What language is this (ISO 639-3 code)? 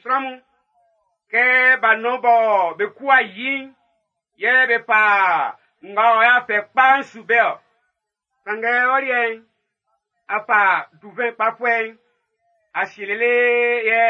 bci